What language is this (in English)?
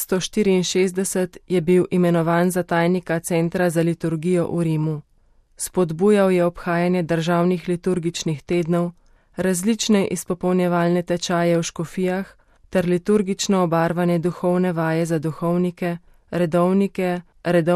Slovenian